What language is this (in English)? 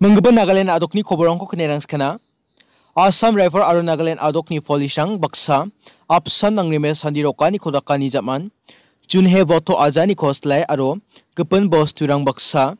Garo